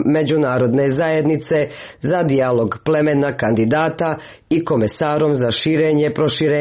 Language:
Croatian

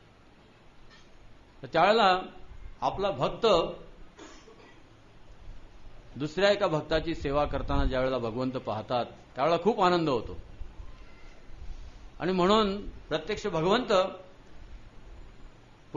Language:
Marathi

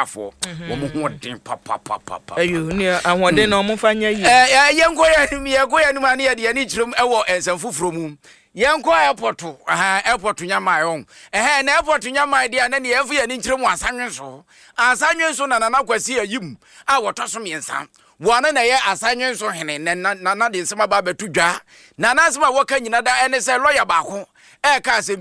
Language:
Akan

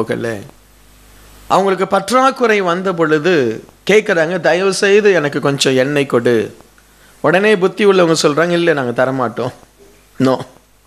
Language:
Tamil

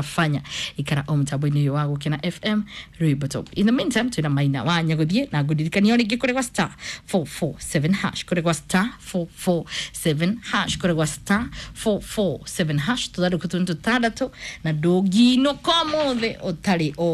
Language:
Kikuyu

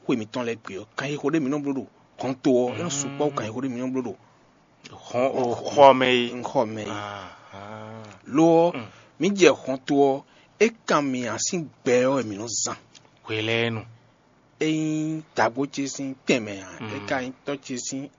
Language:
Fon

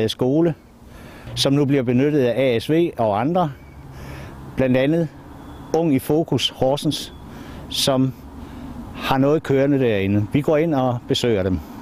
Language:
Danish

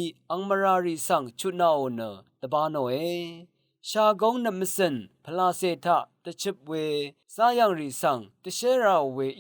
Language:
Rawang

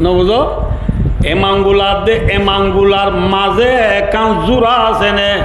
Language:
Rohingya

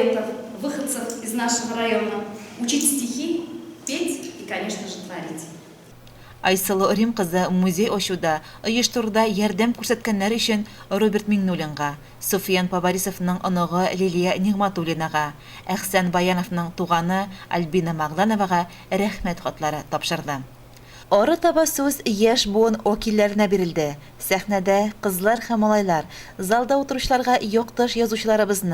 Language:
Tatar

